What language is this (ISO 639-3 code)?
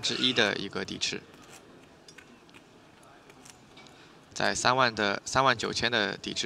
zho